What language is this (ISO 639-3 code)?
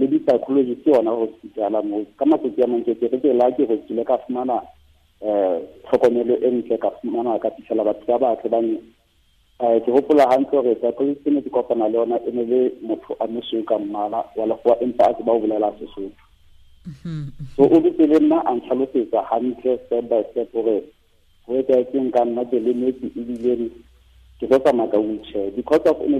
sot